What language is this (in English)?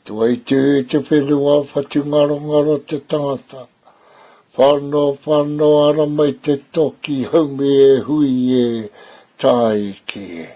Māori